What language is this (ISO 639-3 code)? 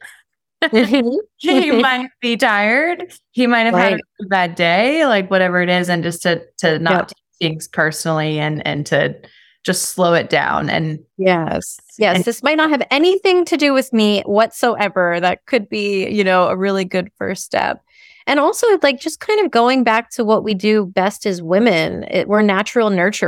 eng